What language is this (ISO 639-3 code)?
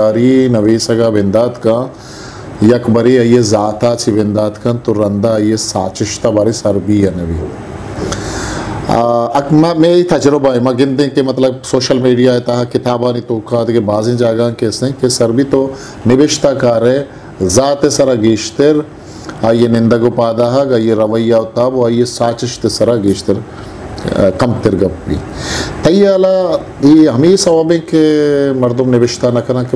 bal